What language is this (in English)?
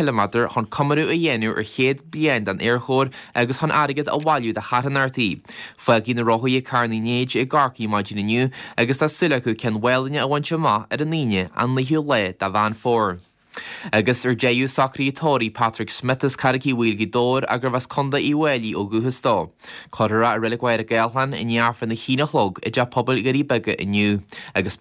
Irish